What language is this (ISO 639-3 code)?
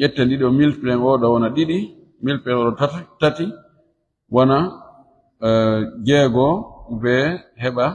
ful